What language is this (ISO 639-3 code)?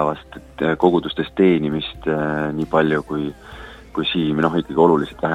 est